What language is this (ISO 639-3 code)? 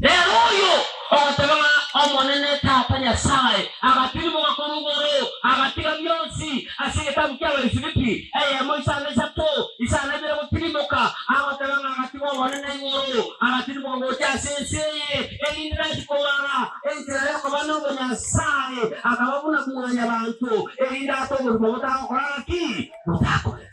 guz